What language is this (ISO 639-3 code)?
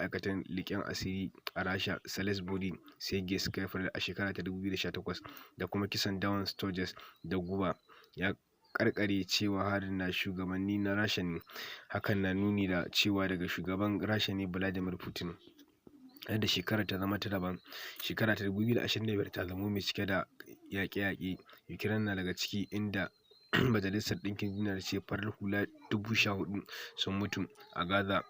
hau